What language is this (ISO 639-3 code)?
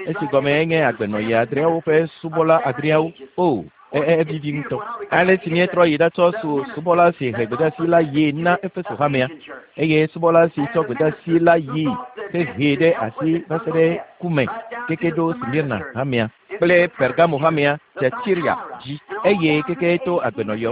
ewe